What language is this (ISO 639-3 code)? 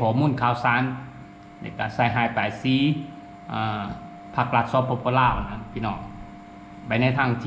lao